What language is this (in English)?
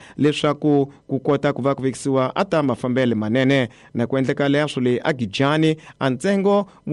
Tsonga